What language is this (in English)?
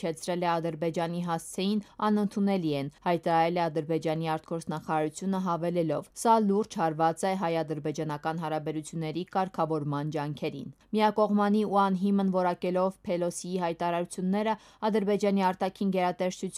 Armenian